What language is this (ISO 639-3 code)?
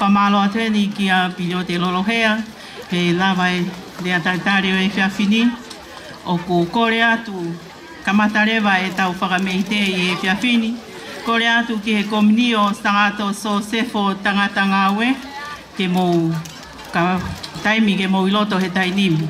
ton